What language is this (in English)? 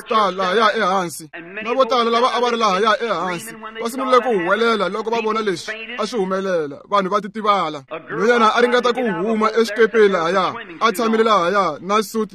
Tsonga